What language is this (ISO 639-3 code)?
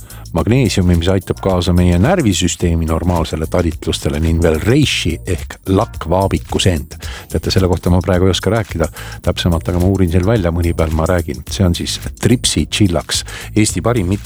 est